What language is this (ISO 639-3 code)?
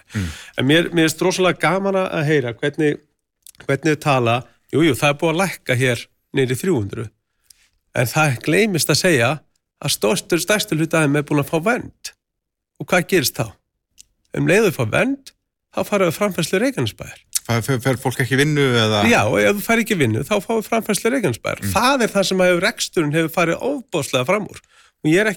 isl